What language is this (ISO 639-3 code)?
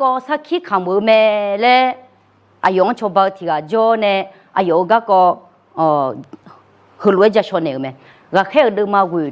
ahk